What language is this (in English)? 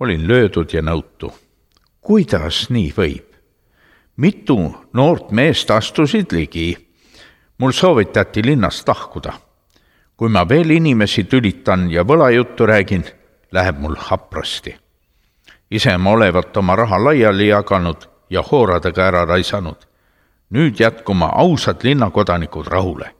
Estonian